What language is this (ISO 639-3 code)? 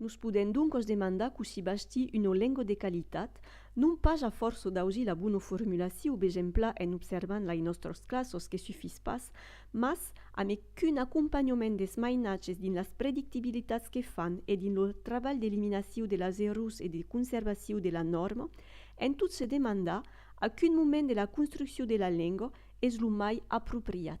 oci